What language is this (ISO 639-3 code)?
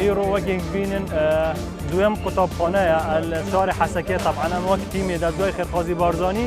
kur